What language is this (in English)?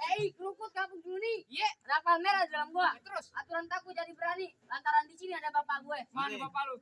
Betawi